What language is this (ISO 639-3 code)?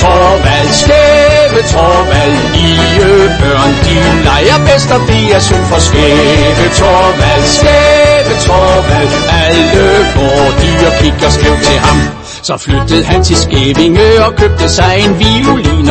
dan